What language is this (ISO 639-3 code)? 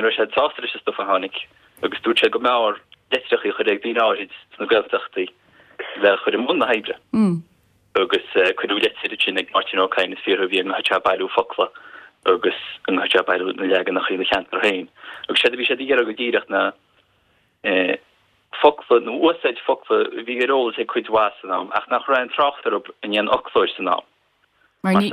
gle